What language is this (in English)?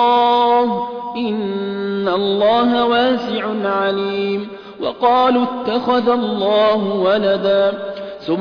Arabic